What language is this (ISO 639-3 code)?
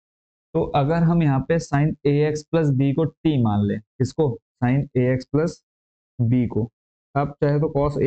hin